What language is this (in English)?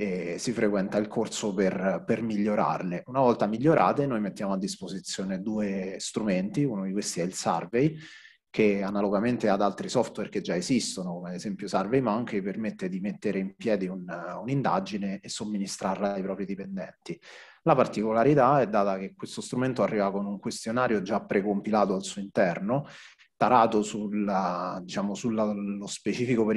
Italian